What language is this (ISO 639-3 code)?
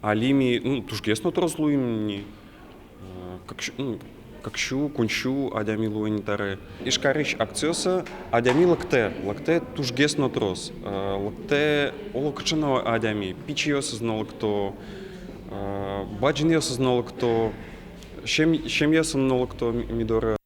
udm